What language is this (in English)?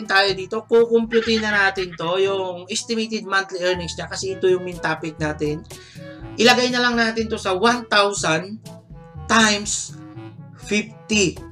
Filipino